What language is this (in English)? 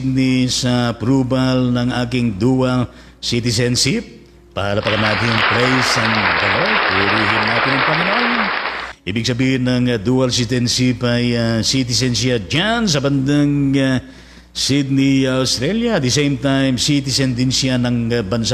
Filipino